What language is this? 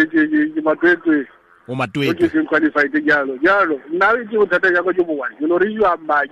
Tswana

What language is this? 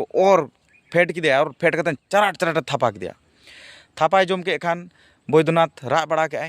Santali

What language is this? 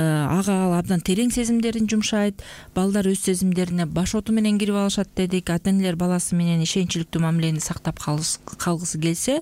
Kyrgyz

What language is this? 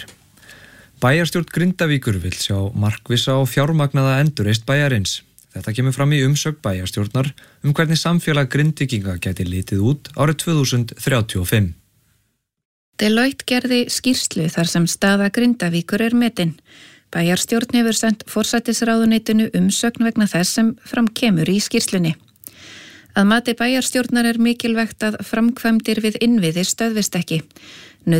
Icelandic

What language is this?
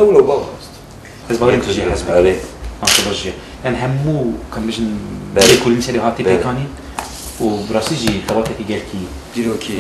Kurdish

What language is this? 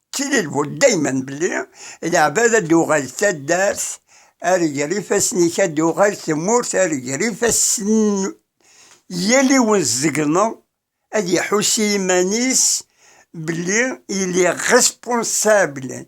Kabyle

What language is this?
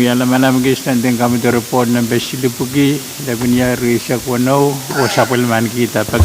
Pohnpeian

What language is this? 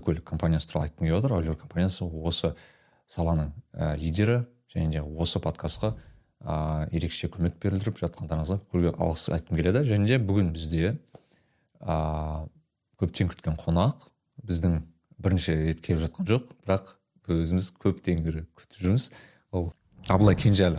Kazakh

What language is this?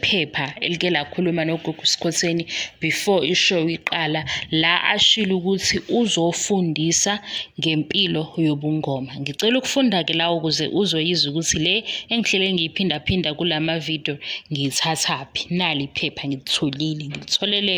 Zulu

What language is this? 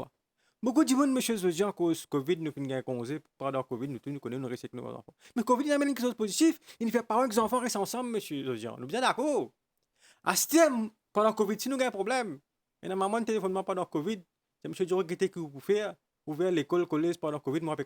Morisyen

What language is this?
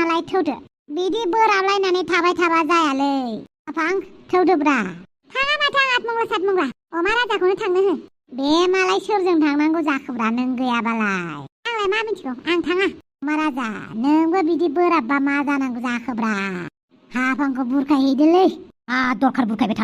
Bodo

